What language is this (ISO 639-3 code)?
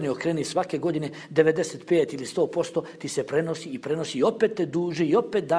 bos